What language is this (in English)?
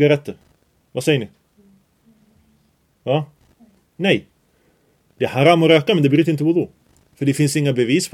Swedish